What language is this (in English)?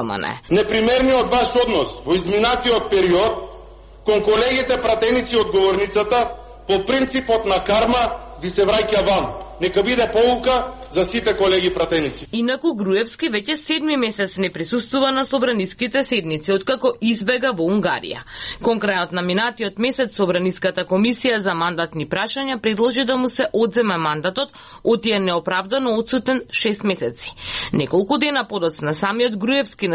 Macedonian